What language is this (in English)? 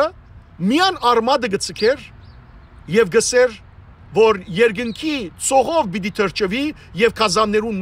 Western Armenian